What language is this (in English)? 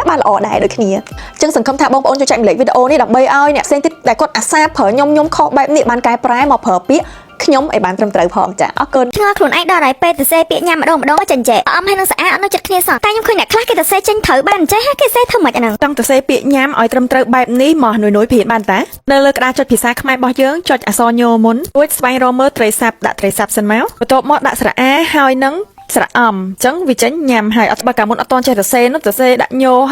Khmer